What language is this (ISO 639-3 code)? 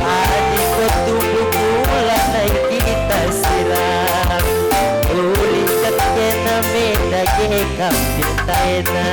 btx